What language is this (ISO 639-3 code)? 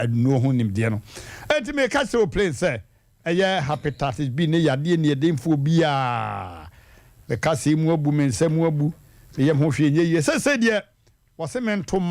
aka